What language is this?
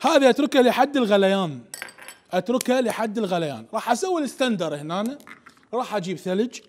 Mesopotamian Arabic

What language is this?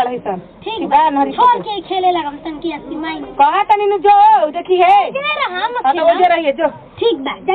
Bhojpuri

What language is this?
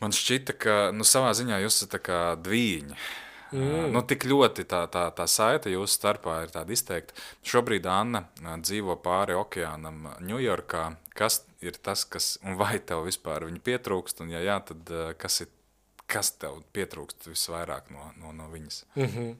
Latvian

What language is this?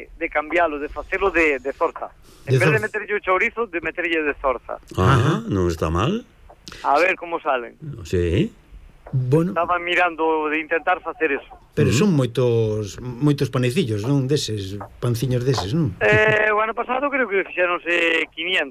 Galician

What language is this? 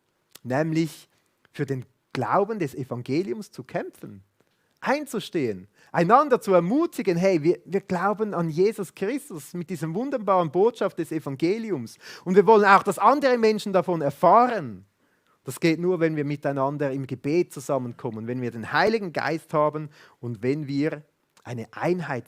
Swiss German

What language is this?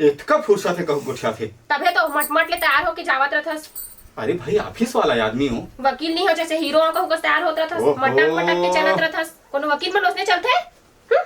Chhattisgarhi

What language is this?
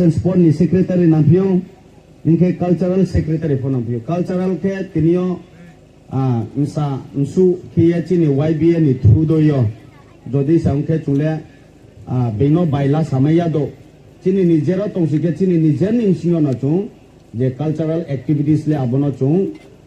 Riang (India)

